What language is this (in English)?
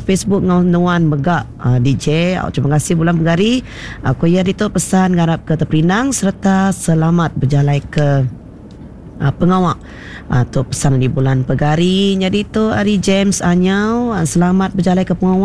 Iban